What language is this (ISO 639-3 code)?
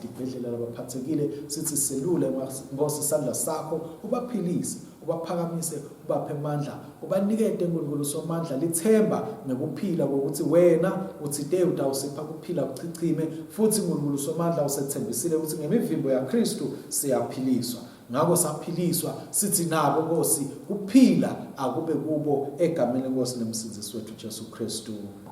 ssw